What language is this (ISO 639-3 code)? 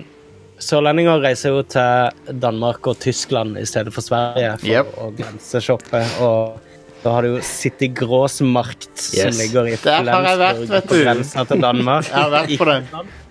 nor